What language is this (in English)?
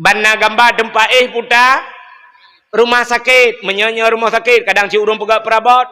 Achinese